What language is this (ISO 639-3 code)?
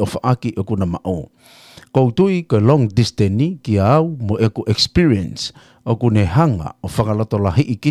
ton